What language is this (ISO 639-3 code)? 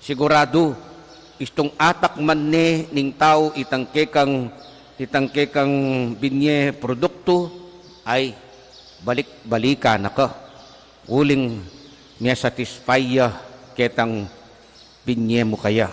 pam